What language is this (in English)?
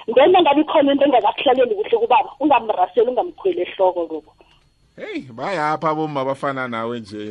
South Ndebele